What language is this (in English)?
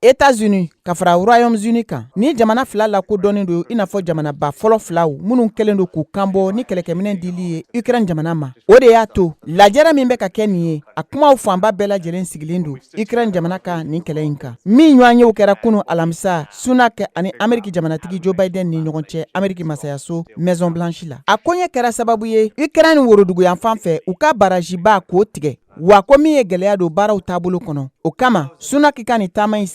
Bambara